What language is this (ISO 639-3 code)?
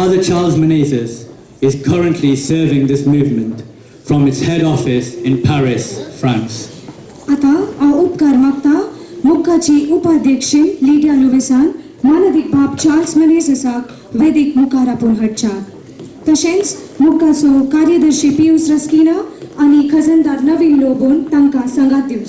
kok